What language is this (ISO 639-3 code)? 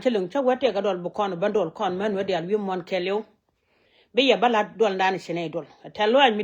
nus